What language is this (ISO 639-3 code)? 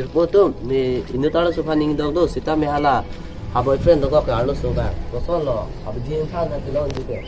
mjw